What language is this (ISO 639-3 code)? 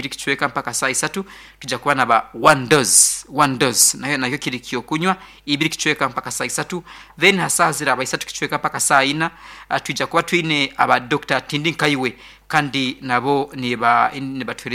nyn